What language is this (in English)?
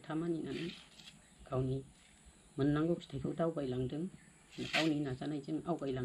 Bodo